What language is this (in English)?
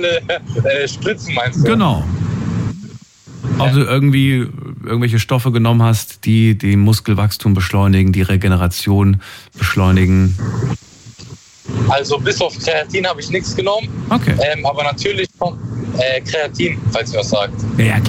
German